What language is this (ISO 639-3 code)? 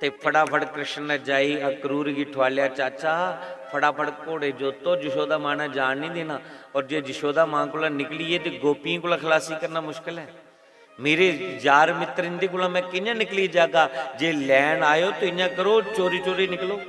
doi